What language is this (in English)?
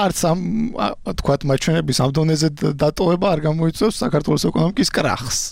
Georgian